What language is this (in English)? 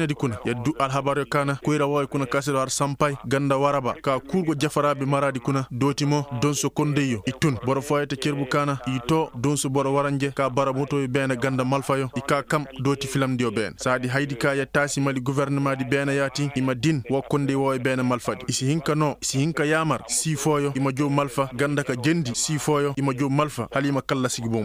Koyraboro Senni